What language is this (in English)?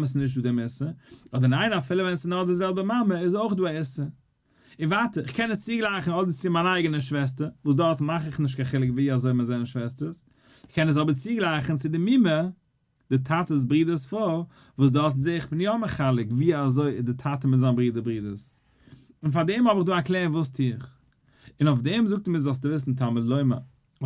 Yiddish